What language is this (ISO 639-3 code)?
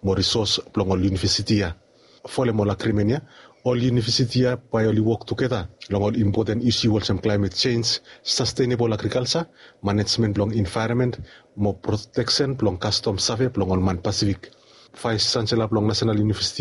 bis